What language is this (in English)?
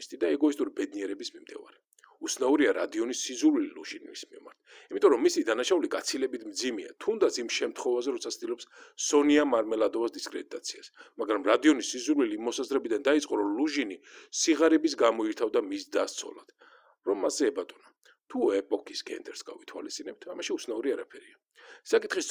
Georgian